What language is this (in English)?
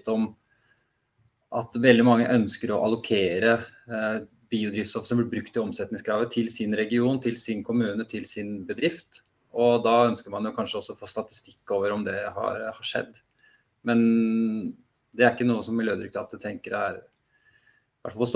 Norwegian